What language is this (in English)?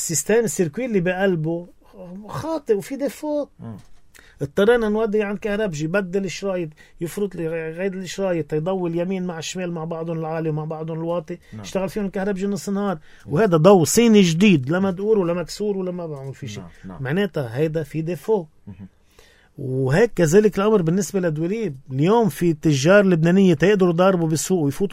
North Levantine Arabic